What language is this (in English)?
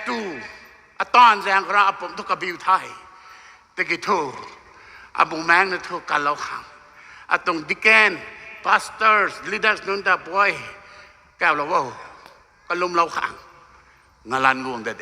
Rongmei Naga